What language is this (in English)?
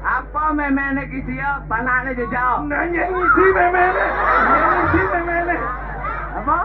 Balinese